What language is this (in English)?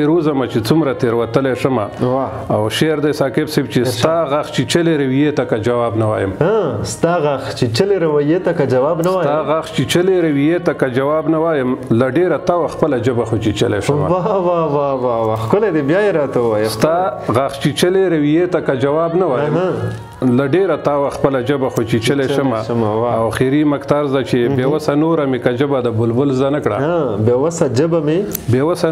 Pashto